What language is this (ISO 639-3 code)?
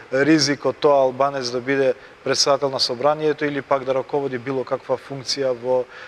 mkd